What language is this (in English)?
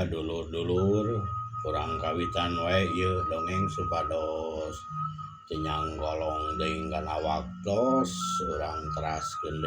Sundanese